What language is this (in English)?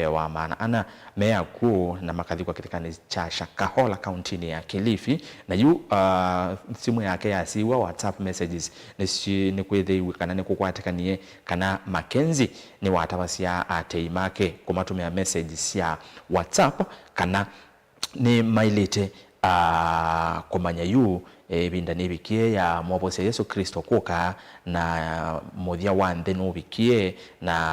Kamba